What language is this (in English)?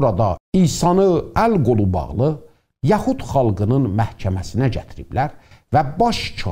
South Azerbaijani